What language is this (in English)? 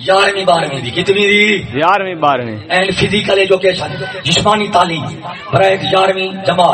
Saraiki